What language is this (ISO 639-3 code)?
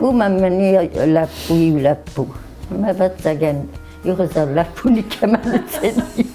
oss